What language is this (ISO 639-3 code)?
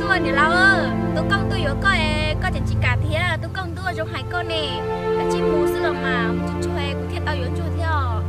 hmn